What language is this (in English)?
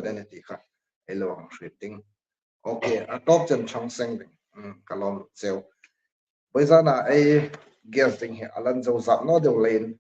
Hmar